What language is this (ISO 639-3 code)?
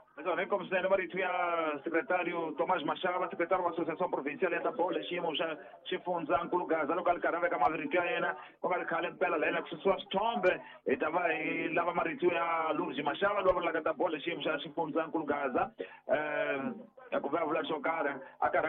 tso